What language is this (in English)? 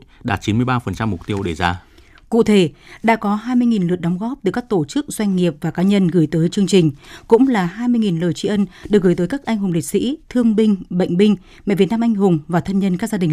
Vietnamese